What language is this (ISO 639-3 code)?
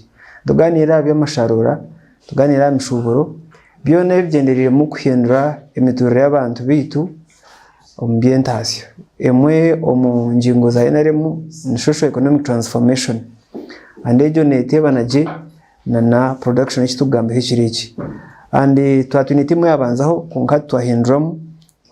nyn